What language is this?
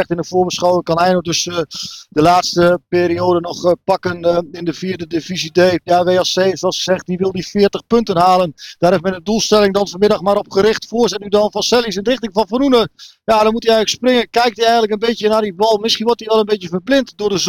Dutch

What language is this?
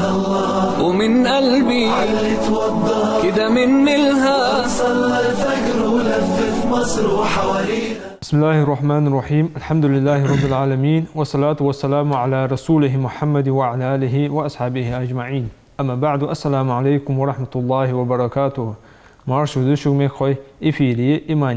Ingush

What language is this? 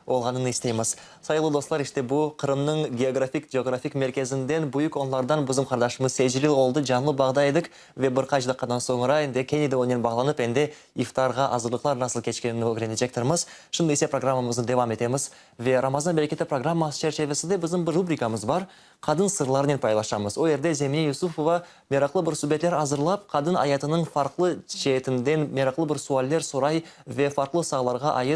Crimean Tatar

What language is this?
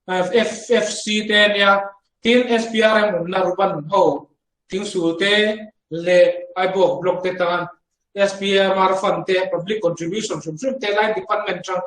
Mizo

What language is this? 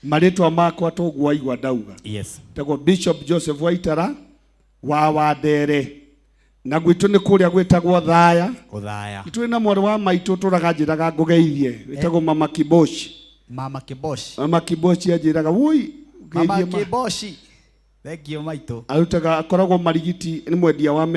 Kikuyu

